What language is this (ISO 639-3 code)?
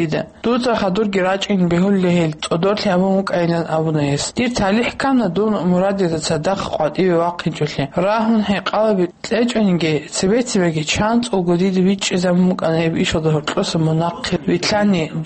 ava